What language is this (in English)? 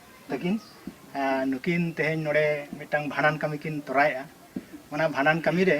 Santali